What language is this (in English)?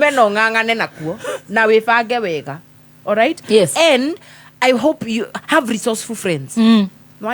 Kikuyu